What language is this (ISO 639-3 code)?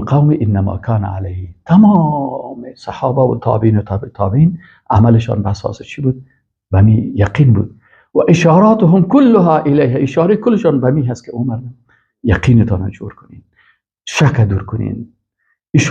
fas